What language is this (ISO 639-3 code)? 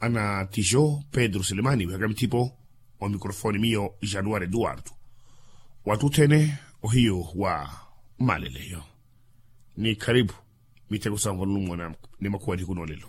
vmw